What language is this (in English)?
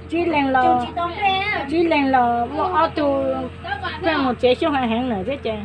Hmong